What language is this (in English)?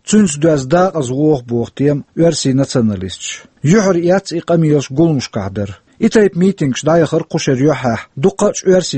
Chechen